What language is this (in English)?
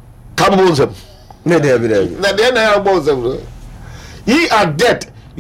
Akan